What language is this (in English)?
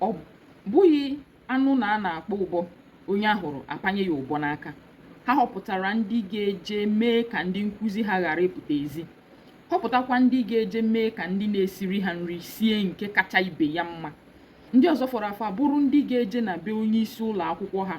Igbo